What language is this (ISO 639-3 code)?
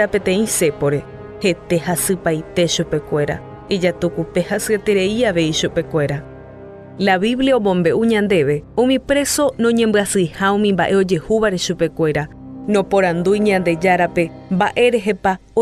grn